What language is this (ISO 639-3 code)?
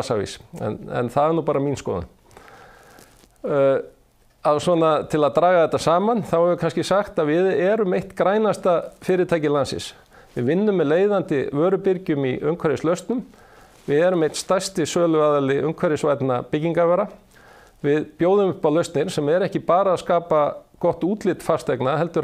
isl